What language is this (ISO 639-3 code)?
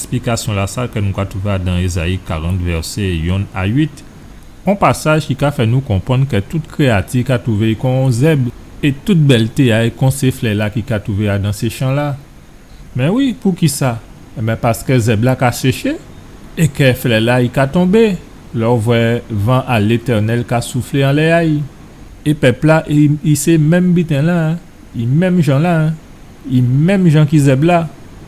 gcf